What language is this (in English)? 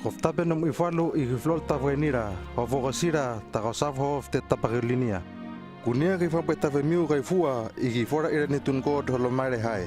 Hano